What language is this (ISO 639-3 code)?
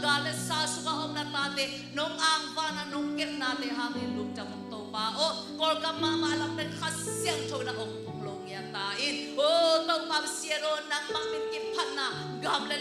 ctd